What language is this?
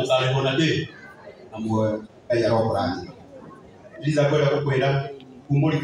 Kikuyu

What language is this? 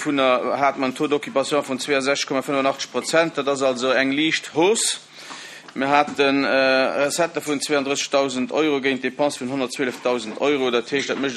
Luxembourgish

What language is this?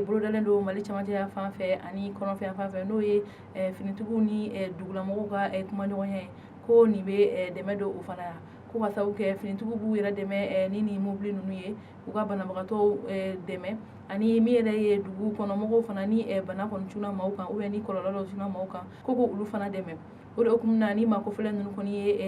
Bambara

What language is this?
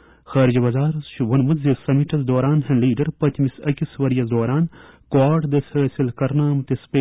Kashmiri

